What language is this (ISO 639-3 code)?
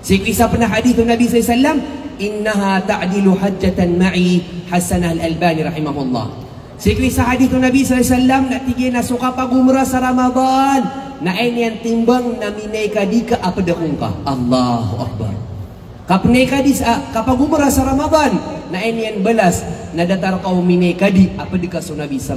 mrw